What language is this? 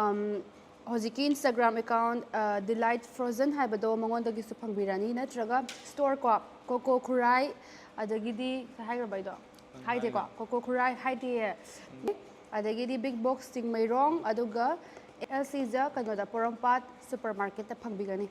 Manipuri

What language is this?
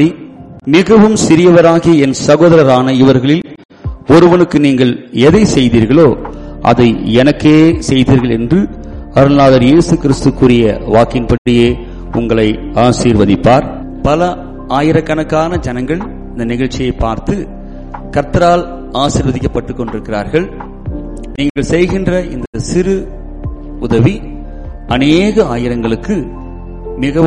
Tamil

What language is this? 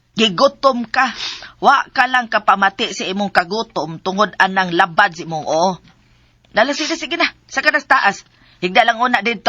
Cebuano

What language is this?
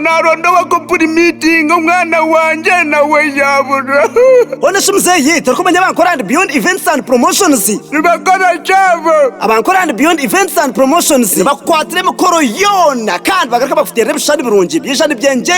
Nyankole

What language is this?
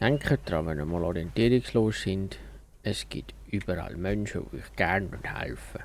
Swiss German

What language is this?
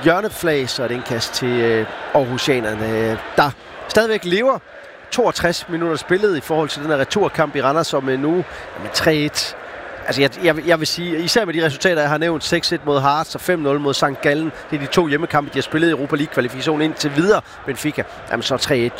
Danish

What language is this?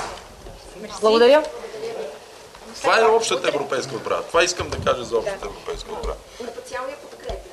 Bulgarian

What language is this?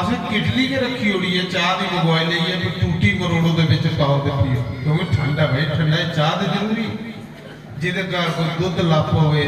Dogri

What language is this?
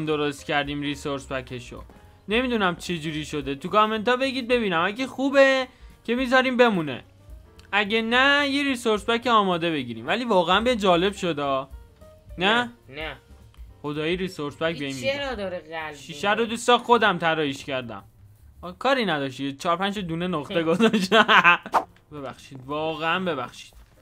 Persian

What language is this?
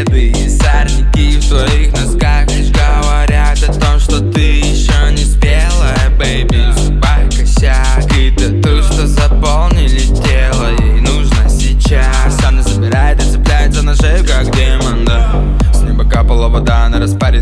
Russian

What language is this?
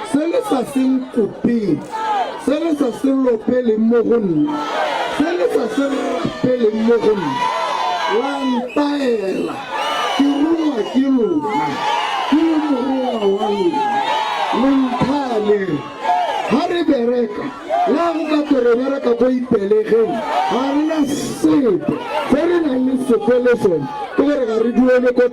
Tswana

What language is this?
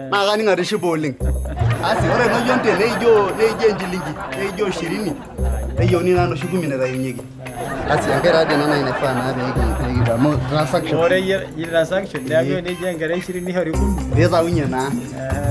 Masai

